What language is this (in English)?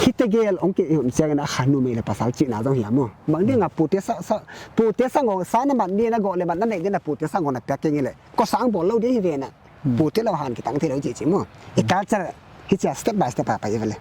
Paite Chin